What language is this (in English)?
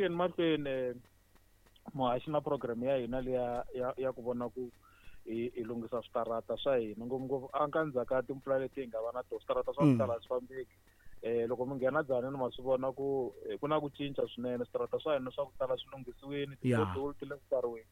Tsonga